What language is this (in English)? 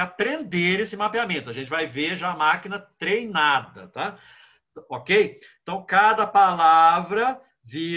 Portuguese